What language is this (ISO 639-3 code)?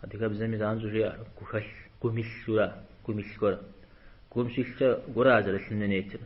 kbd